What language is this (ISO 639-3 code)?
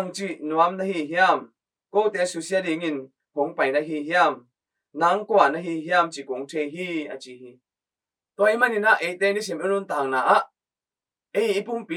ctd